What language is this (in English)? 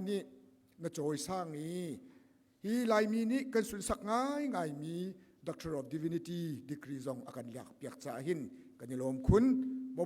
Hakha Chin